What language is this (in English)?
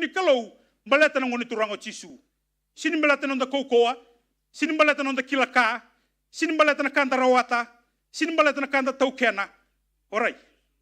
Fijian